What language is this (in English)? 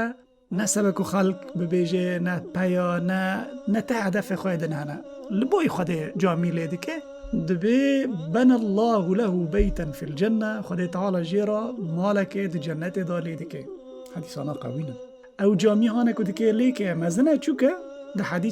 Kurdish